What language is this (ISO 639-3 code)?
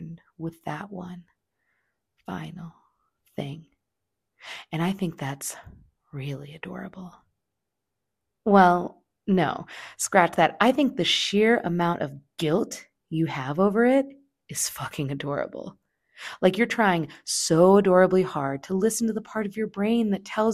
eng